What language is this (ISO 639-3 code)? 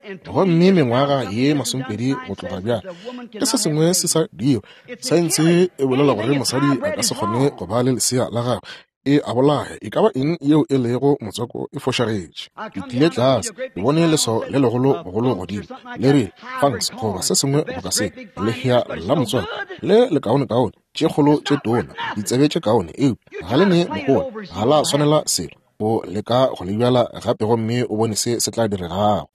nso